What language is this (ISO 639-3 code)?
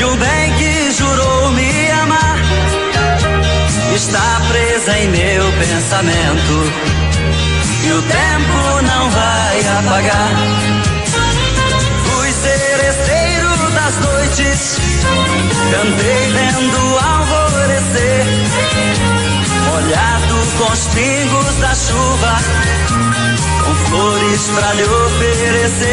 por